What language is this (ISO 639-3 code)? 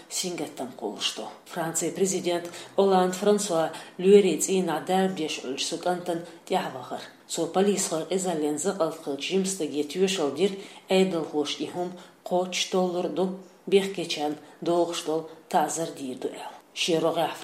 che